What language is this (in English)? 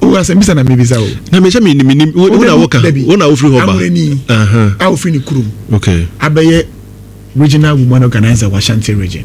Akan